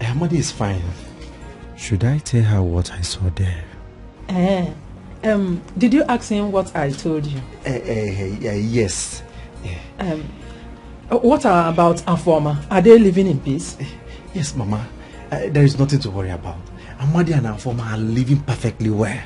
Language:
Nigerian Pidgin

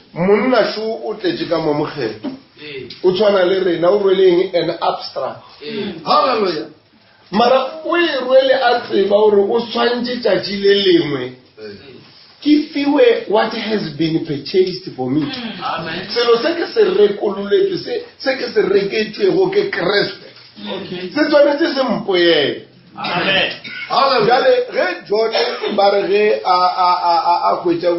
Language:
Northern Sotho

